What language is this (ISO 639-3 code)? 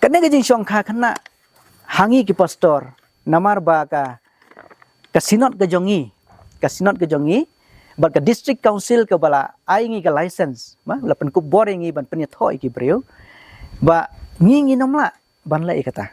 kha